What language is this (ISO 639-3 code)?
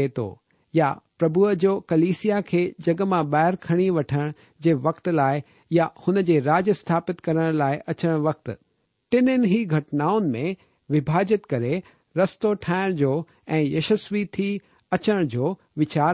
snd